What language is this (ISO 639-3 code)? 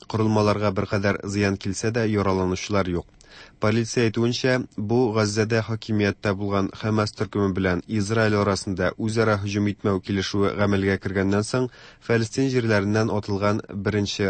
tat